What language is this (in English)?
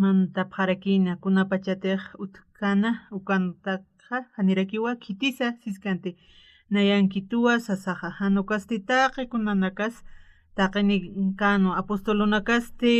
Aymara